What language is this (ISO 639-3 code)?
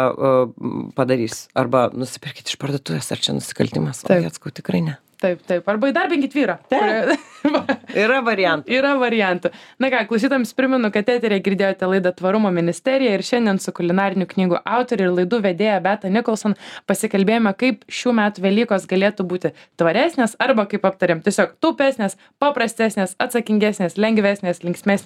lit